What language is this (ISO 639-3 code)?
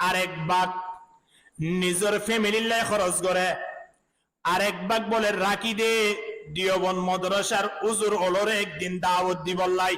rhg